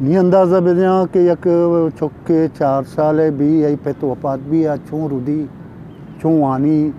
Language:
Eastern Balochi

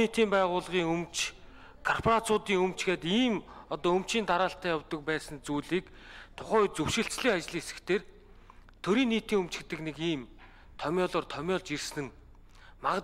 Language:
Mongolian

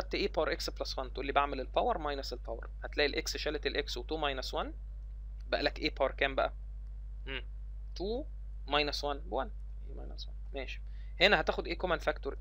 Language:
Egyptian Arabic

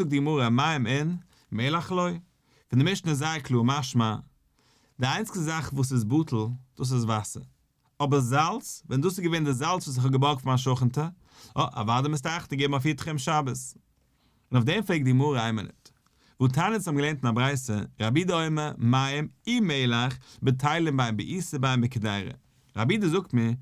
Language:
Yiddish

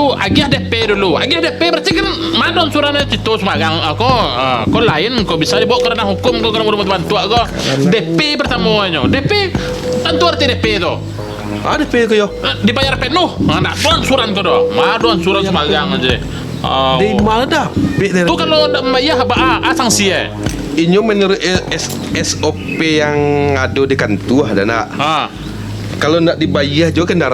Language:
Minangkabau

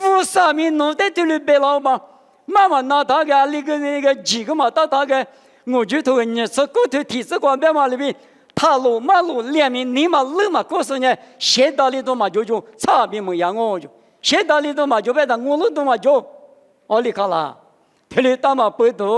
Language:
Lisu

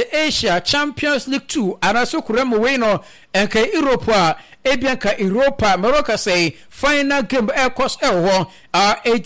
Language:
Akan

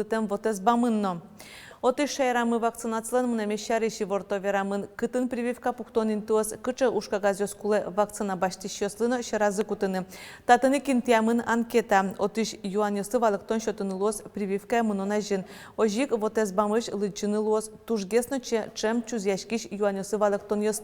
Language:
Udmurt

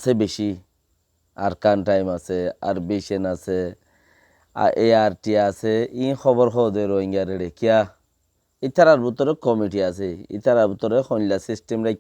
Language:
Rohingya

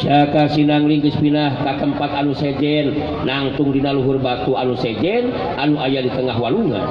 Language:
Sundanese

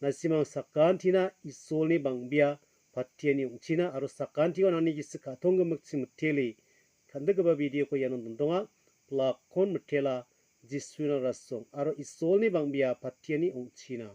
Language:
Garo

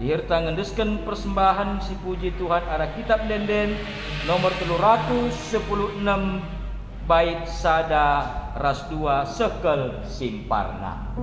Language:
Batak Karo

